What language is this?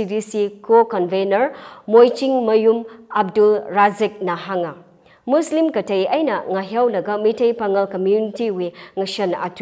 Tangkhul Naga (India)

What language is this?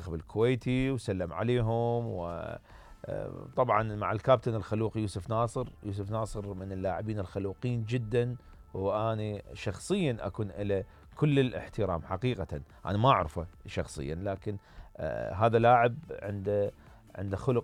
Mesopotamian Arabic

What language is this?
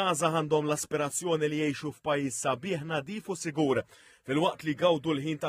Maltese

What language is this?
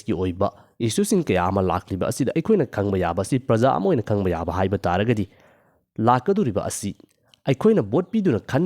Manipuri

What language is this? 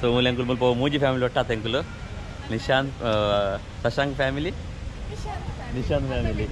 Tulu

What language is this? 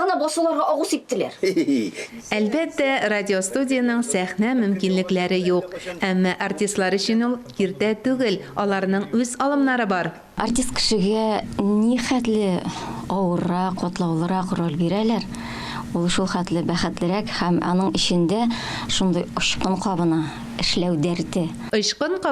Tatar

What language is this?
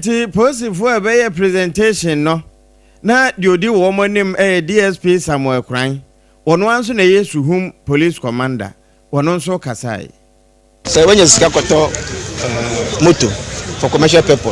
Akan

